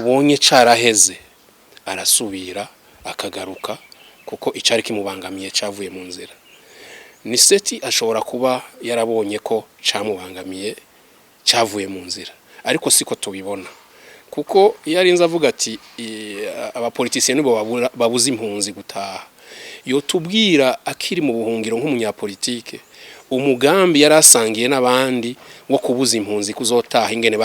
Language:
Rundi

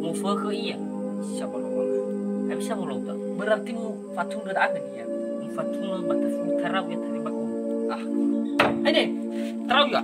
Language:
Nias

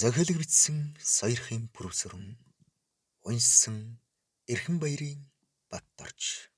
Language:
Mongolian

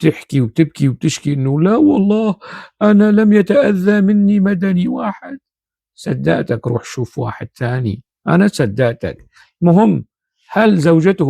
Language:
North Levantine Arabic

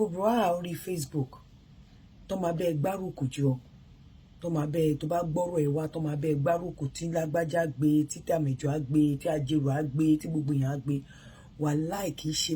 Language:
Yoruba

